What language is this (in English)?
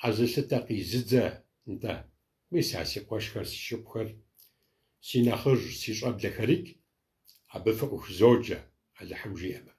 Kabardian